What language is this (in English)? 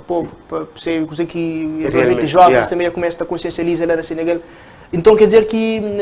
Kabuverdianu